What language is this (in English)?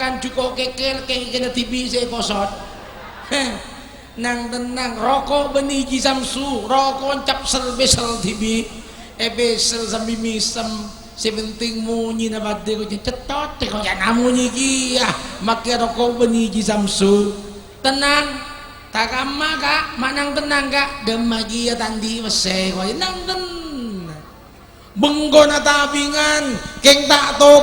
Madurese